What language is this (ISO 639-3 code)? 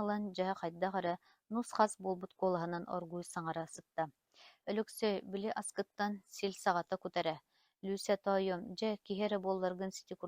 sah